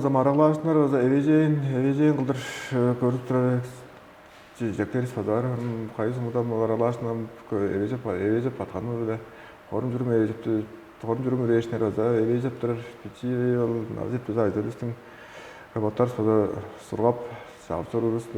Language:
Tuvinian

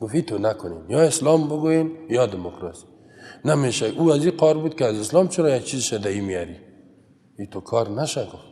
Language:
Persian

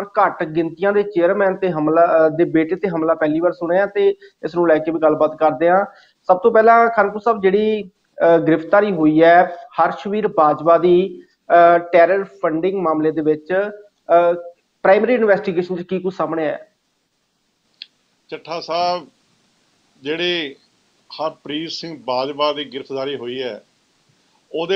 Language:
Punjabi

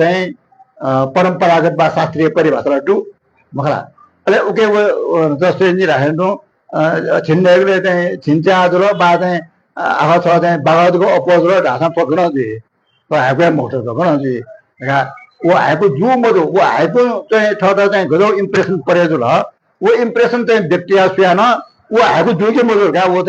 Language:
Newari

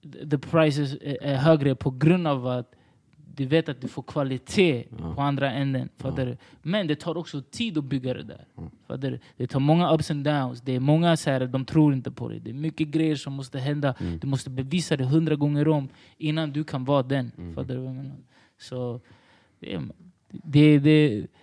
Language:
Swedish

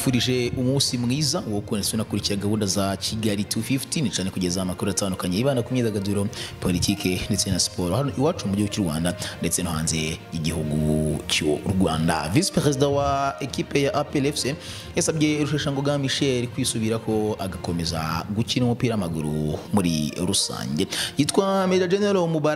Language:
Kinyarwanda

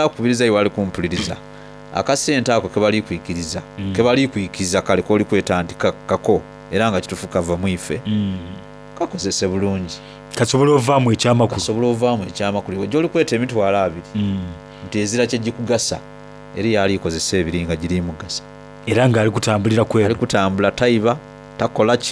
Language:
Soga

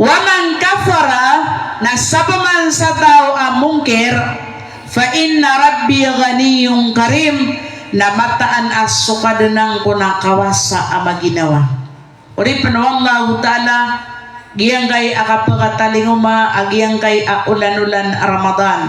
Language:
Maranao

